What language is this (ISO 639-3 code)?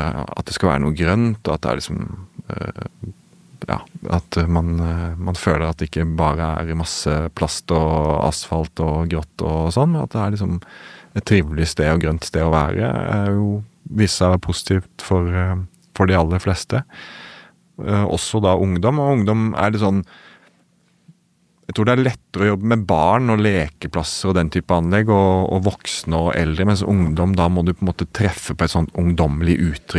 nor